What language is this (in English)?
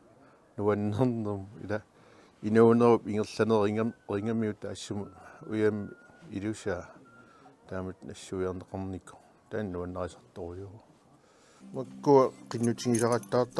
Kalaallisut